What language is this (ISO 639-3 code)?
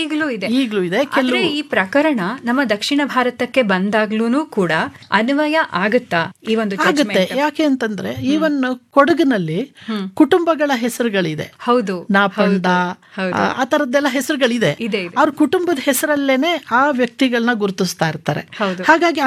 kan